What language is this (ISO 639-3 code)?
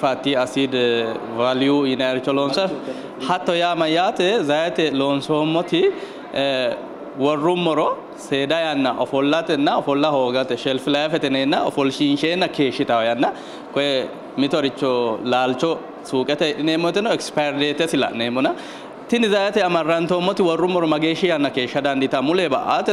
sid